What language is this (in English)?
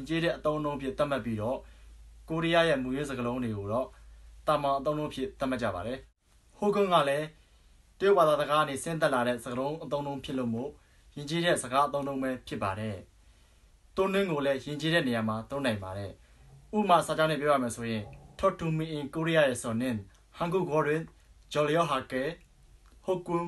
Burmese